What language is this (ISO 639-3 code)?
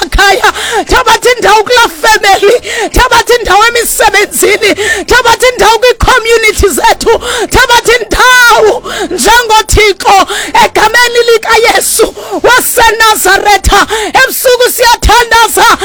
xho